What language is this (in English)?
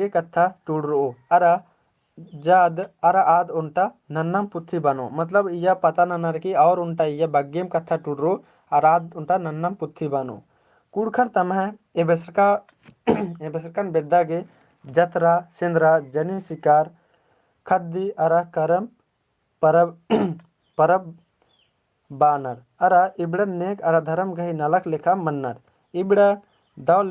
Kurukh